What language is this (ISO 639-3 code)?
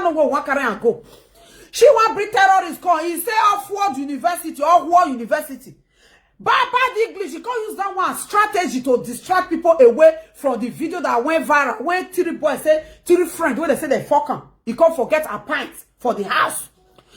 pcm